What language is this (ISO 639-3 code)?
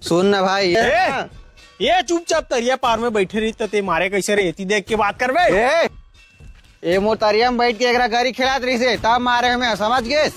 hne